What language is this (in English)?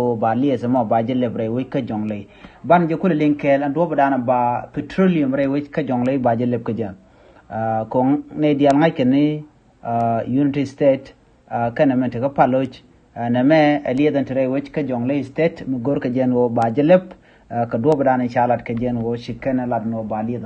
Nuer